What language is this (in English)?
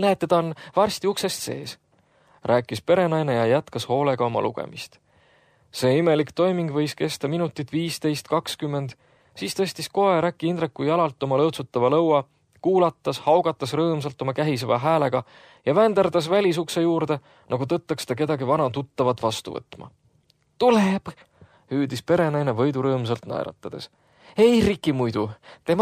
Estonian